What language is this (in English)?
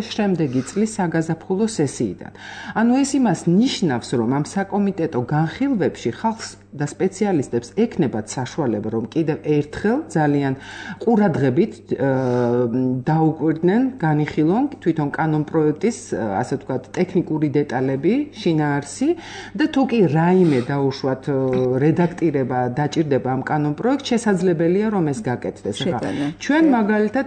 Georgian